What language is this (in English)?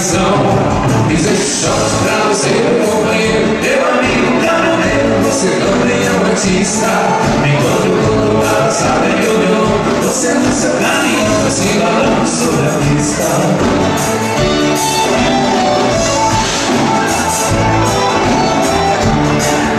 Portuguese